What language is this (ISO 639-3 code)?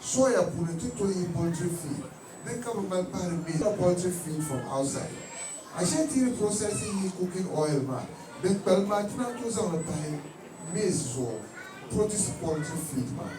dag